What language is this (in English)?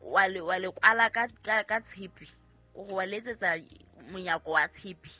Southern Sotho